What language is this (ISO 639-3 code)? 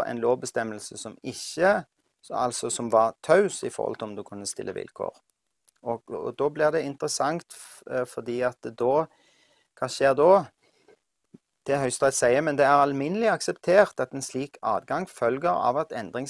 nor